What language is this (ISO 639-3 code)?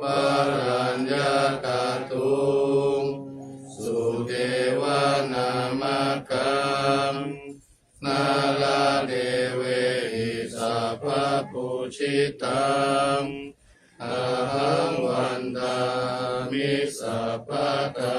pli